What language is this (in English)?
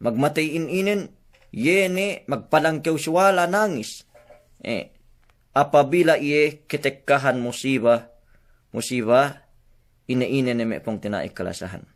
Yakan